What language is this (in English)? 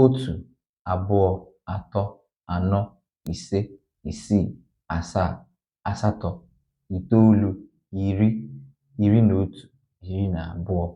Igbo